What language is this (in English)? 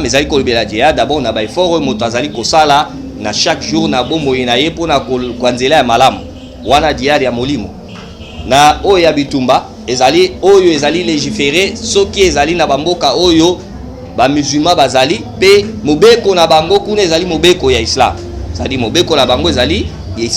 Lingala